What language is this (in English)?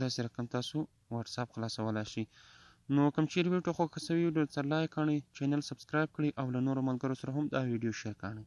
Pashto